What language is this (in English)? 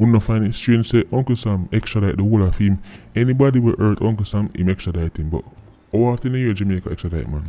Jamaican Creole English